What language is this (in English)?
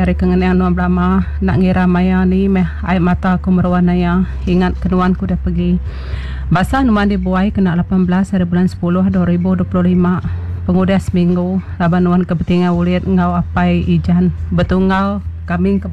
Iban